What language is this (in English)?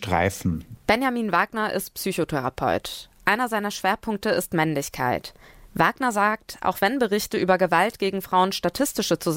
German